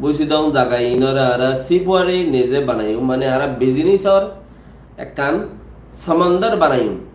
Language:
Rohingya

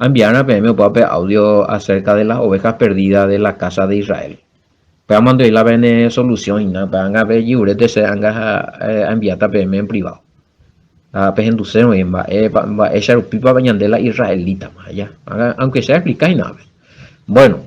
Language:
Guarani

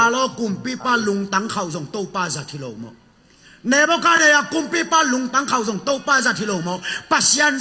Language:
Tedim Chin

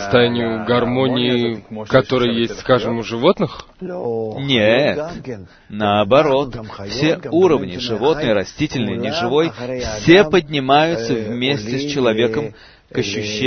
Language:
Russian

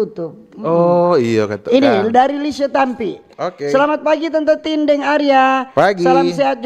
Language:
Manado Malay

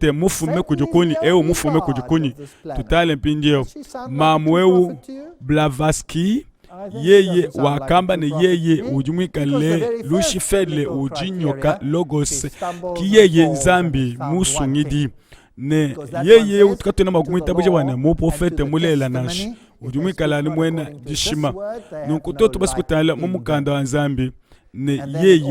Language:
Luba-Lulua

